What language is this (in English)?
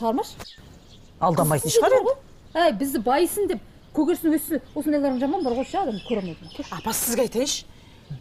Kazakh